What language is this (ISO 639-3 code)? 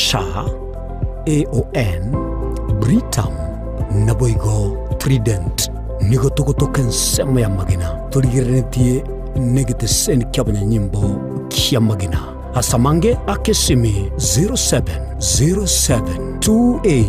guz